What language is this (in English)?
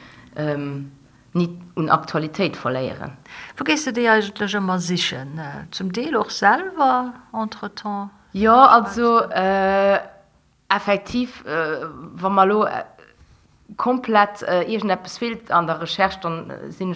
Luxembourgish